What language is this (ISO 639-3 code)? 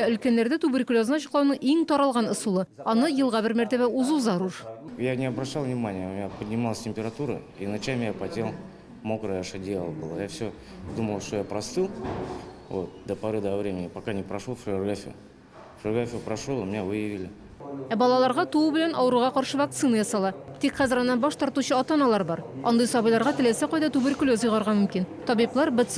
tat